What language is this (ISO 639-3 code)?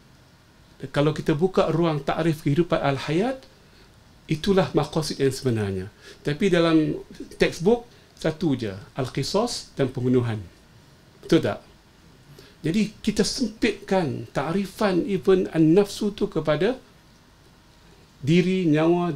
msa